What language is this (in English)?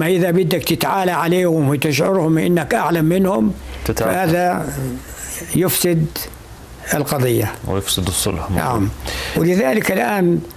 North Levantine Arabic